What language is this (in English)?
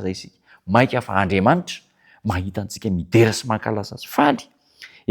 Malagasy